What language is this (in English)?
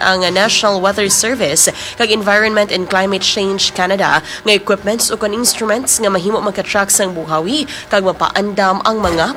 Hiligaynon